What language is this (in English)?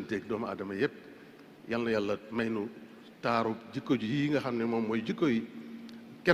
Wolof